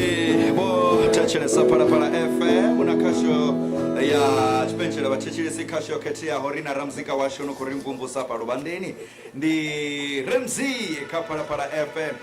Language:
Venda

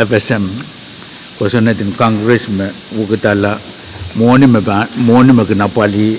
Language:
Pohnpeian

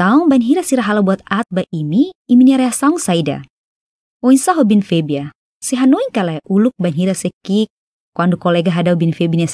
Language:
Tetum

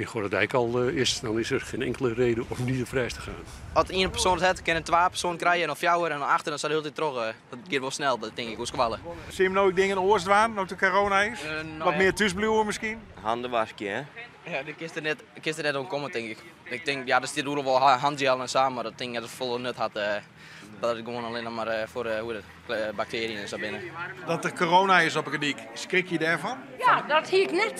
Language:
Western Frisian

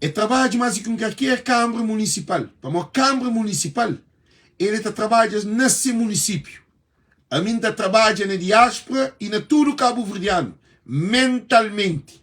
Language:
Kabuverdianu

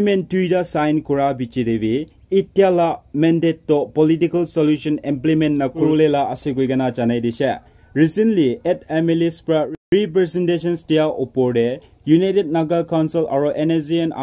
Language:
Naga Pidgin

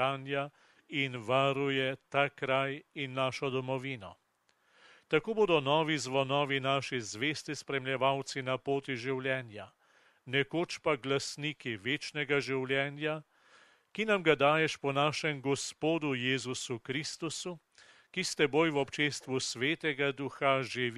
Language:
Slovenian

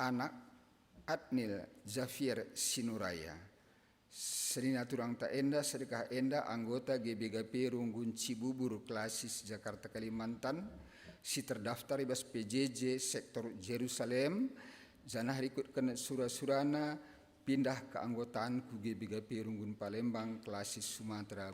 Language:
Batak Karo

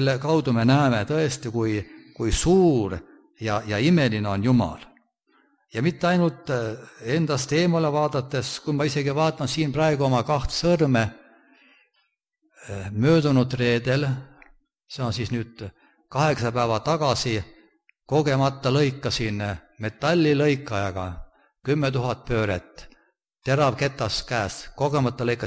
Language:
Estonian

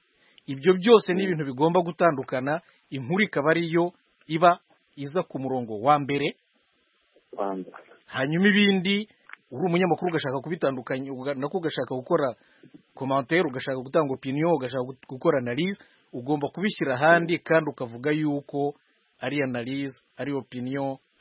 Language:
Kinyarwanda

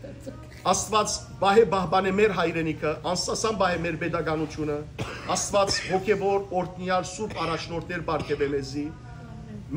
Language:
Western Armenian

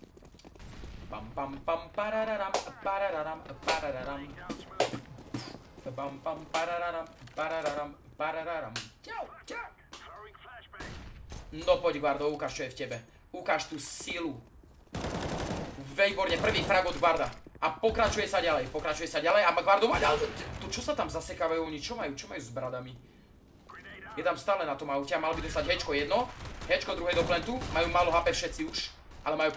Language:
Slovak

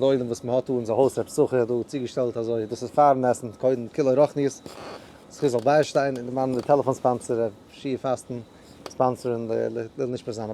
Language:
Yiddish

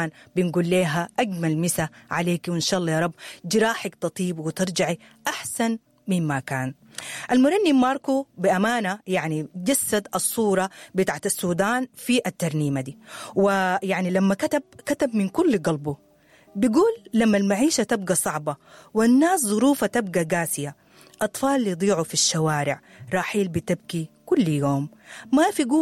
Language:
Sudanese Arabic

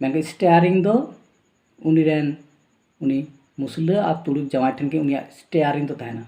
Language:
Santali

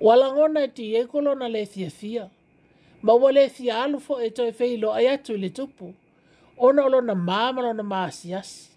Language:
Samoan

